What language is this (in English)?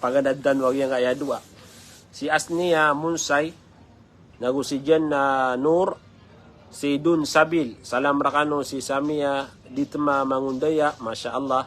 Maranao